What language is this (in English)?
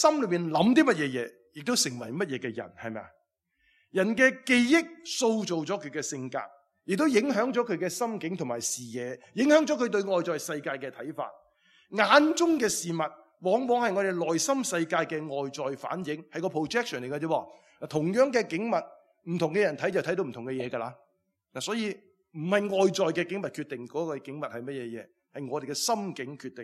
Cantonese